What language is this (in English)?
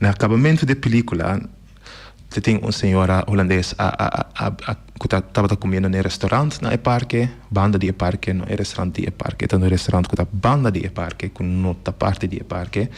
Papiamento